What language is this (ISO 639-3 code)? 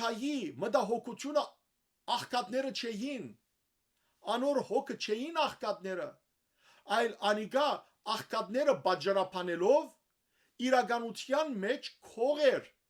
hyw